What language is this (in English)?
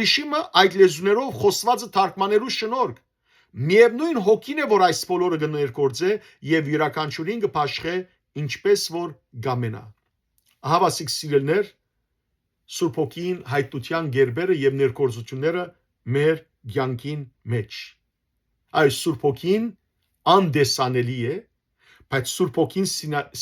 Western Armenian